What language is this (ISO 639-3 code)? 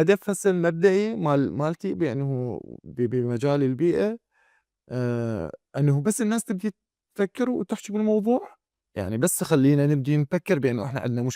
acm